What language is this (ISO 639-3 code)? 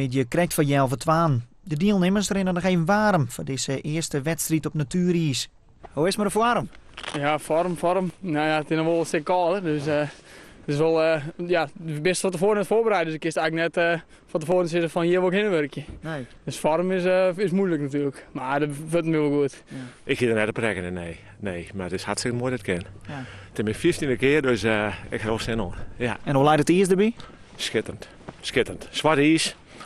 fry